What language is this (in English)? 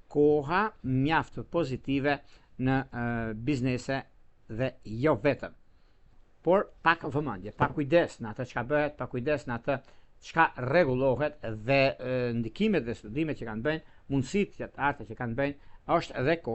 Albanian